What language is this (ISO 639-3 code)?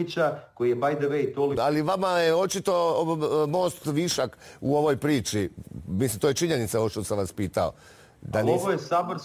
hrv